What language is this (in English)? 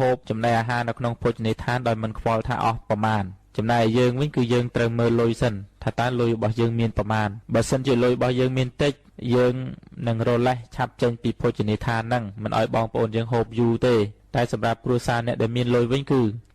Khmer